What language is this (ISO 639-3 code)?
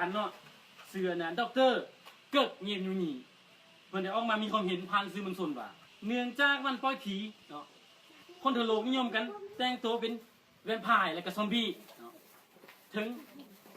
lao